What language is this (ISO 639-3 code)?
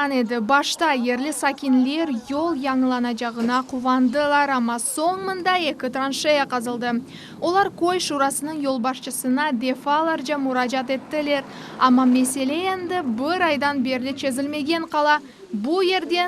crh